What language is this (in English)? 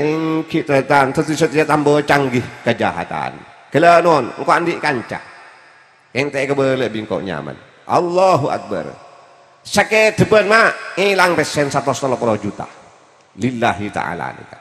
Madurese